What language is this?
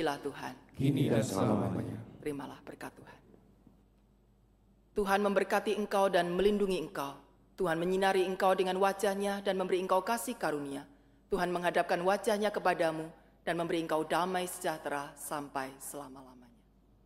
Indonesian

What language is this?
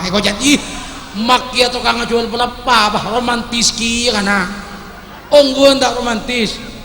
Madurese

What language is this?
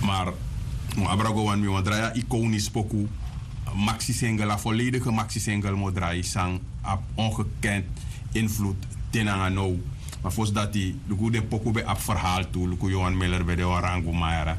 Sranan Tongo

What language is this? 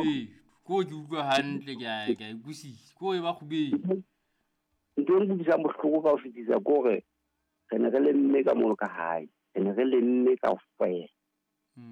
Southern Sotho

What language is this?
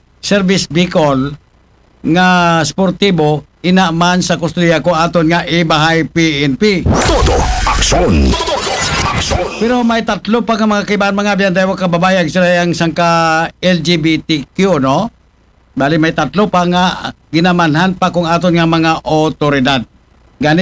Aklanon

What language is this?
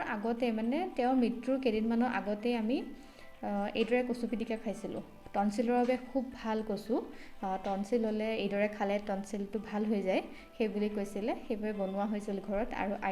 Assamese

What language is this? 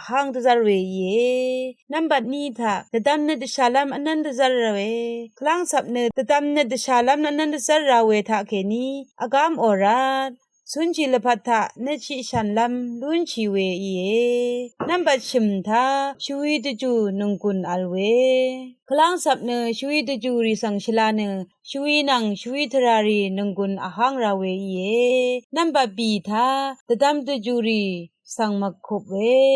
Rawang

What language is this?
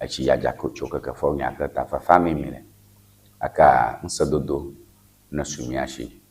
Ewe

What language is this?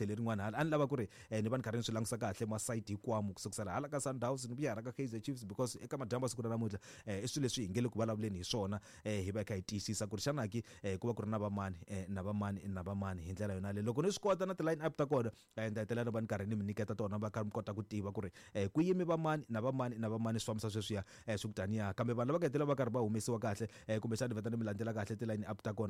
Tsonga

